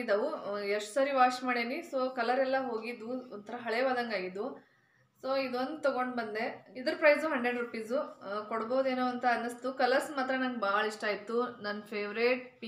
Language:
Kannada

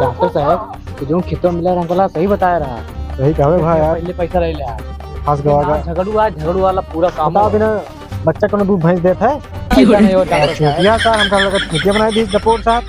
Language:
Awadhi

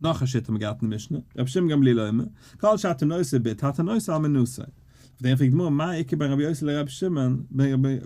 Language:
Yiddish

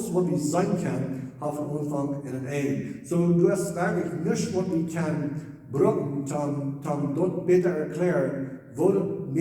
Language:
Plautdietsch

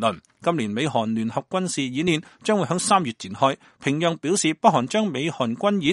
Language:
Cantonese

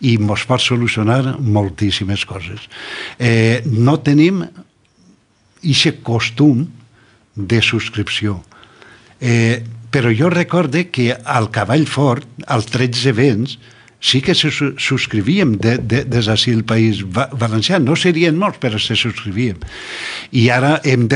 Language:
Catalan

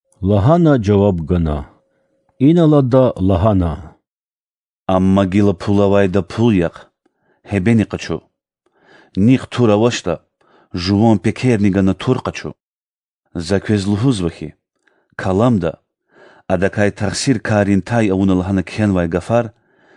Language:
Lezghian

